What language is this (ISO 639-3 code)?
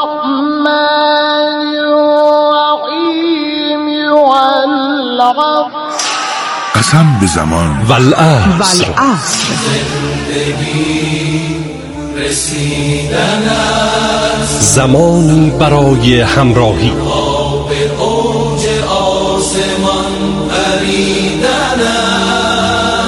fas